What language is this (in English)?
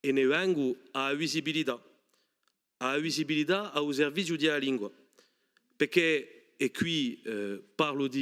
Corsican